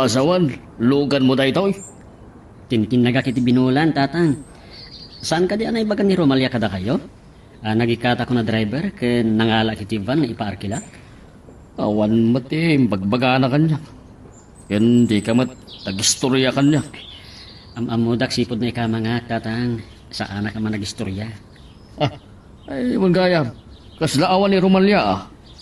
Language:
Iloko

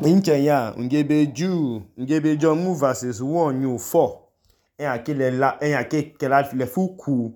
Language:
Idoma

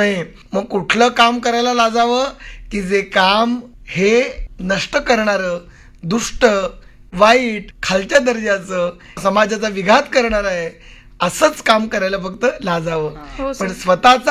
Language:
Marathi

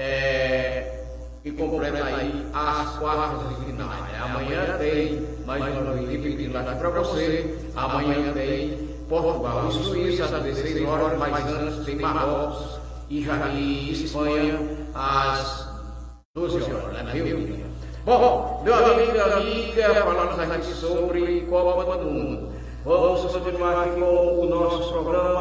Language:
Portuguese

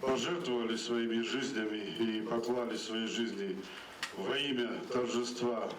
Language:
Ossetic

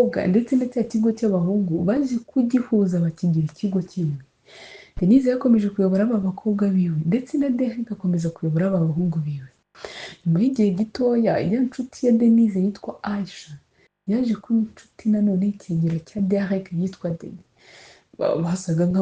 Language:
Kinyarwanda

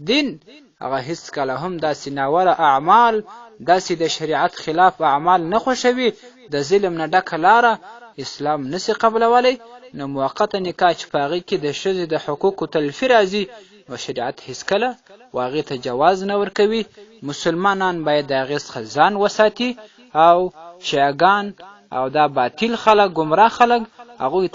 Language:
Pashto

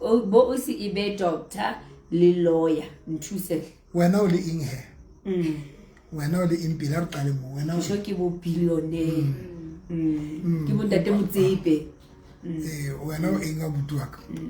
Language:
Southern Sotho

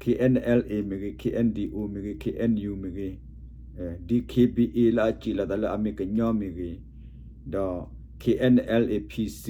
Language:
S'gaw Karen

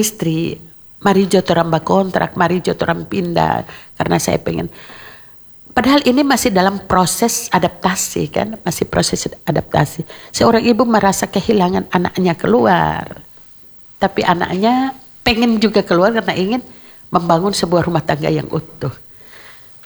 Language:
Indonesian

